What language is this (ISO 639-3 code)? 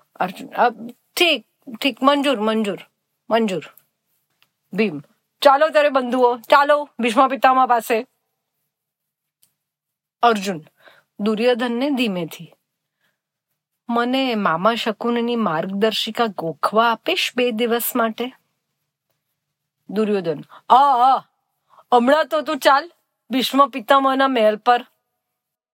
guj